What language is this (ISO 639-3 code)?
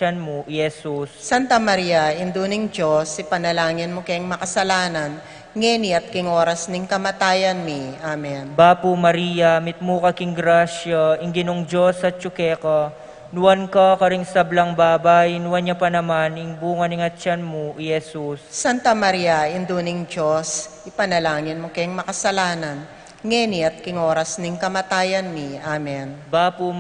pam